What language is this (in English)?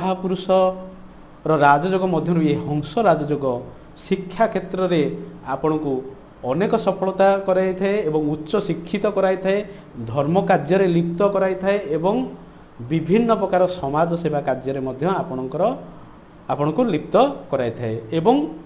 Odia